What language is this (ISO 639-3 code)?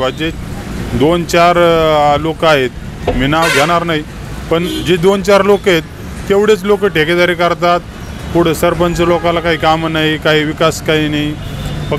mar